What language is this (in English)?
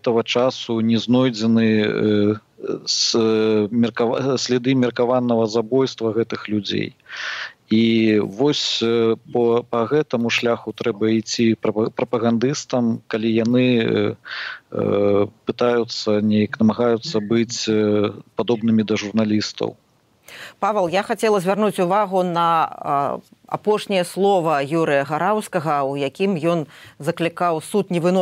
Belarusian